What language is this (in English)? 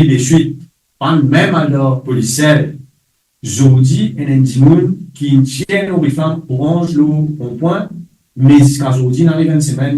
Morisyen